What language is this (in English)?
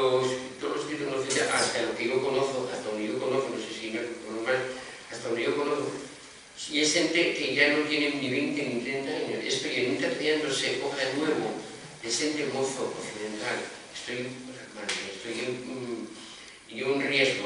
Asturian